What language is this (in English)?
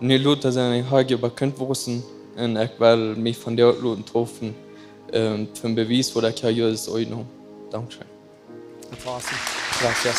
Plautdietsch